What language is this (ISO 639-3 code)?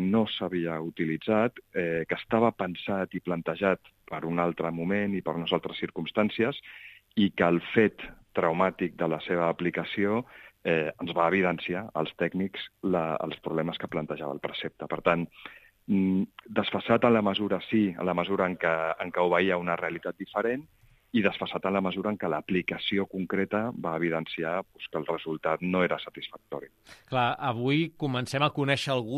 cat